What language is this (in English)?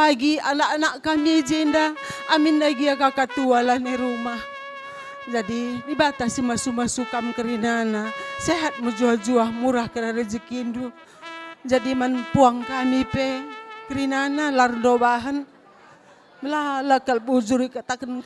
Batak Karo